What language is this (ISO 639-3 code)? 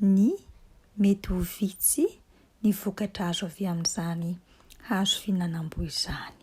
mlg